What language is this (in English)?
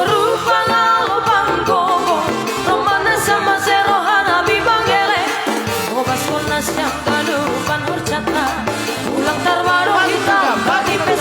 Batak Simalungun